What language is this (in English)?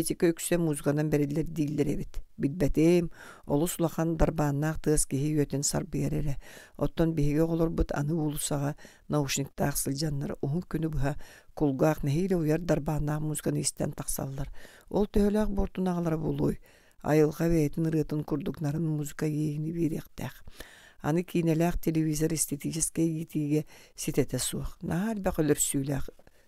Yakut